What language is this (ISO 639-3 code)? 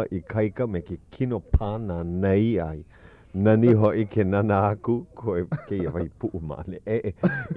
haw